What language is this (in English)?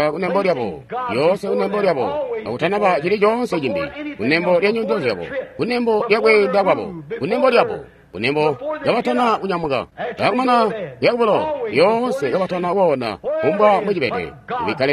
Tonga (Zambia)